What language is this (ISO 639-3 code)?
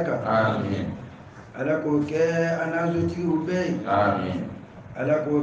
bam